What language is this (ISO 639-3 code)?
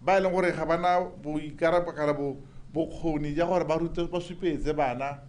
tsn